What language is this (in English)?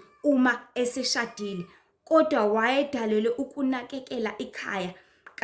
Zulu